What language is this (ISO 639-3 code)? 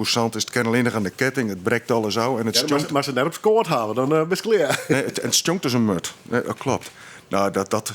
fry